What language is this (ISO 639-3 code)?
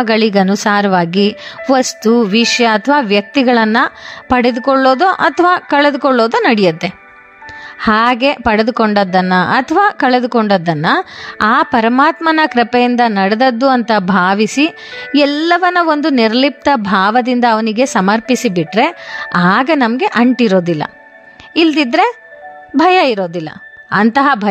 kan